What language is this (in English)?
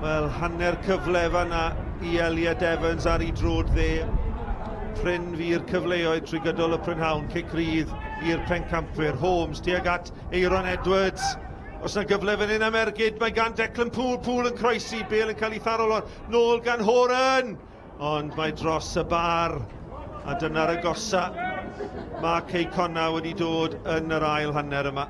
Welsh